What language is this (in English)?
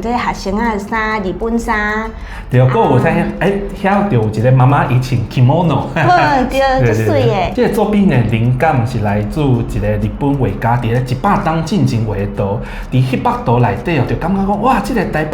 Min Nan Chinese